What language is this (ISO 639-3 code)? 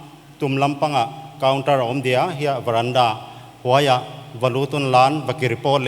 pck